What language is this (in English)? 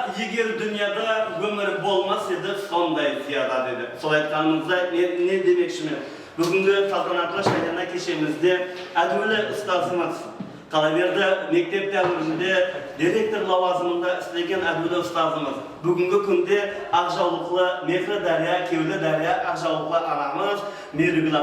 Kara-Kalpak